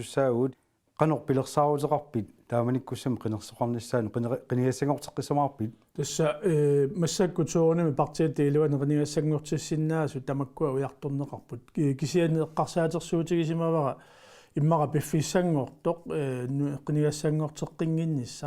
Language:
Kalaallisut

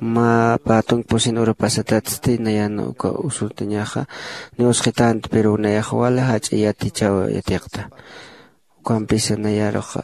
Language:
Aymara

